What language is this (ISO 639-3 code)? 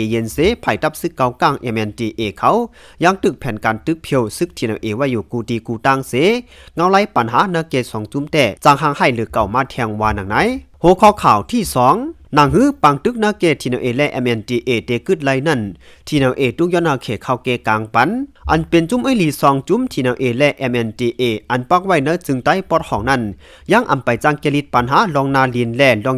shn